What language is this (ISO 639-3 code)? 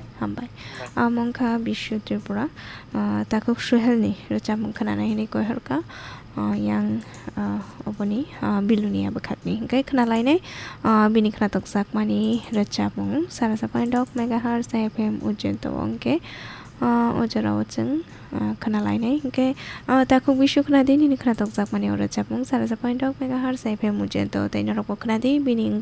trp